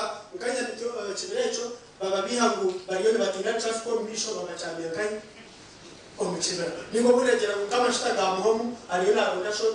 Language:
Nyankole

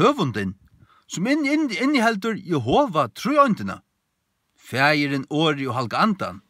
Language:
Faroese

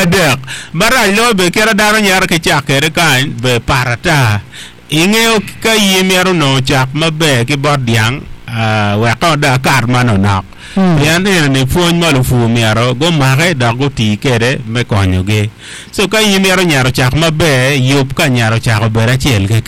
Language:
Acoli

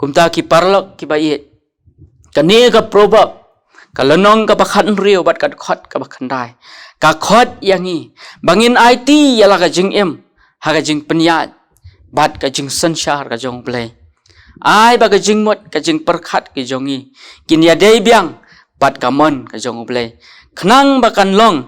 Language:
Khasi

